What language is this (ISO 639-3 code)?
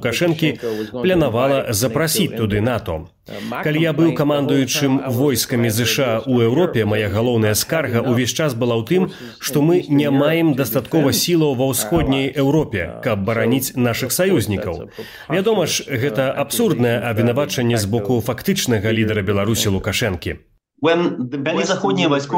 bel